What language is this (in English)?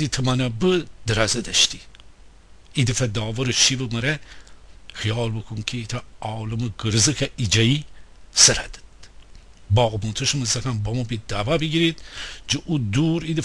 Gilaki